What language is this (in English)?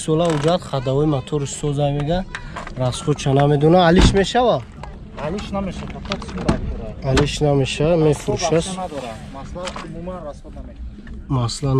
Tajik